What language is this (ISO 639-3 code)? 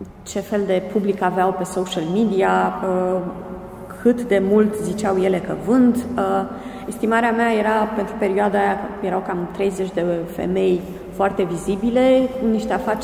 ron